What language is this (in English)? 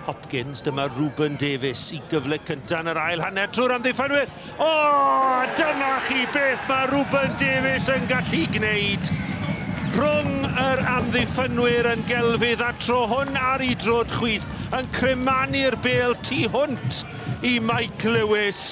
Welsh